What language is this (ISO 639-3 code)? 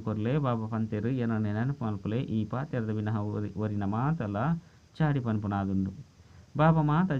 tcy